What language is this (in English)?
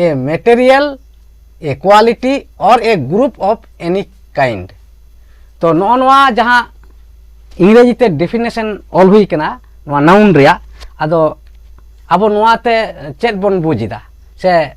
Santali